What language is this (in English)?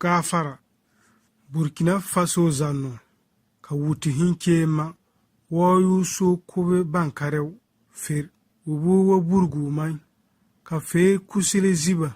Bissa